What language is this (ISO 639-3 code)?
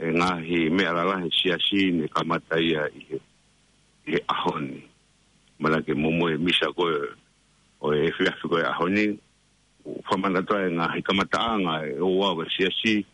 ton